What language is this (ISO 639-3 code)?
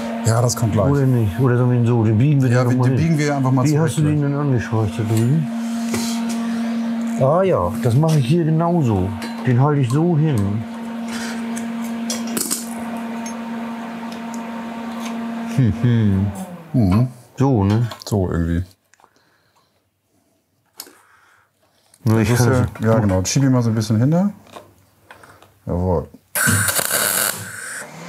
deu